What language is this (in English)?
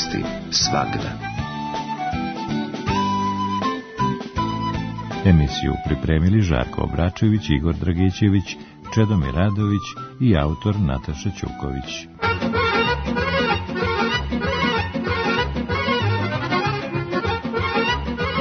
Serbian